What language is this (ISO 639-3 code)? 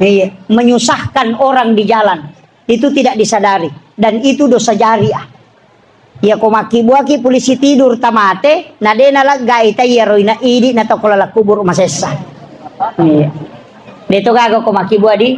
bug